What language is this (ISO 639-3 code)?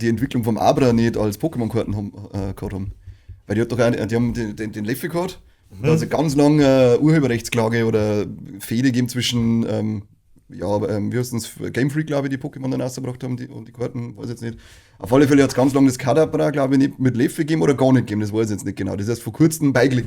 bar